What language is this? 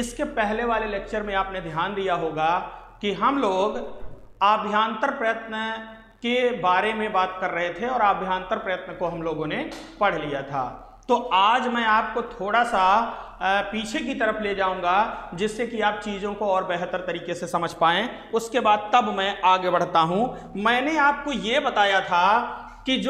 Hindi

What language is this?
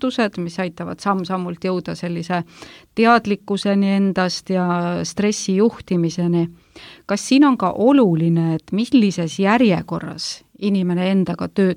Estonian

